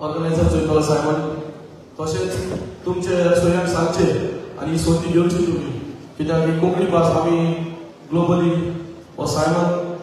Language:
Konkani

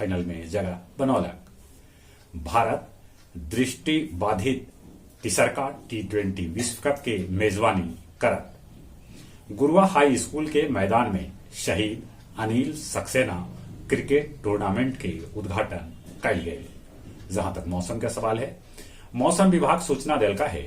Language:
Magahi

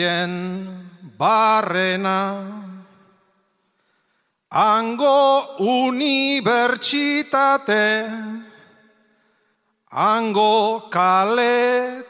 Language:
Basque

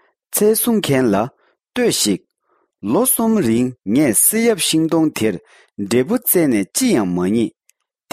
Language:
Tibetan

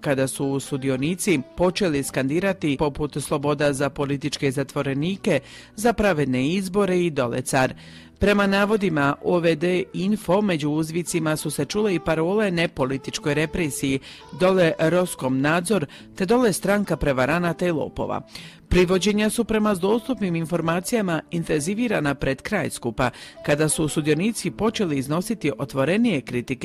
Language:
Croatian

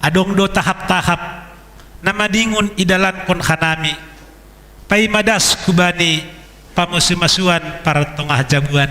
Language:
Batak Simalungun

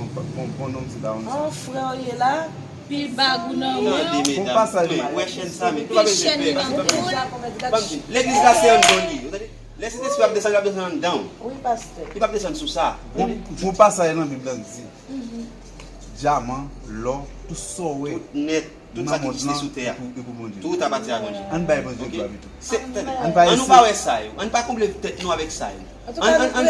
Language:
Haitian Creole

